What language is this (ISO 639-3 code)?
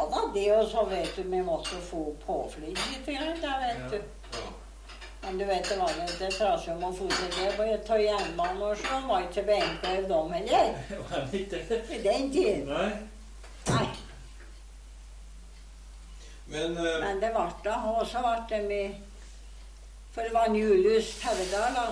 nor